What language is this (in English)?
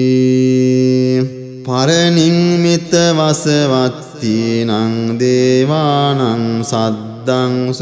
Pali